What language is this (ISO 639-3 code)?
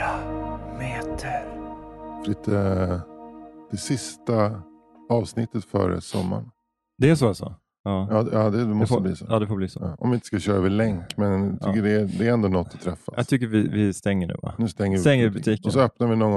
swe